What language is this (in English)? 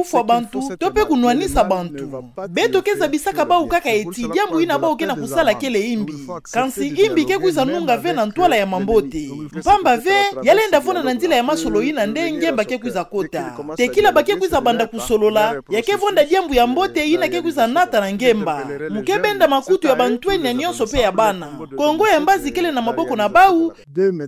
Kituba (Democratic Republic of Congo)